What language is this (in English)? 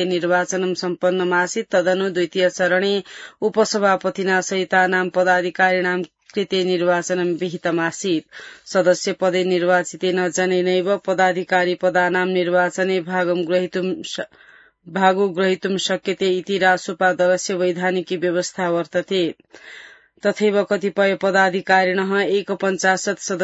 Sanskrit